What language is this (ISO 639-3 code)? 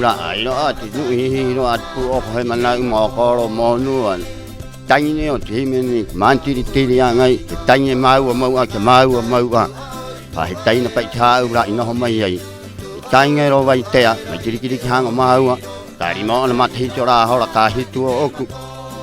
rap